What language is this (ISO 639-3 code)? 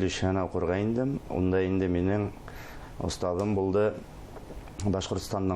bak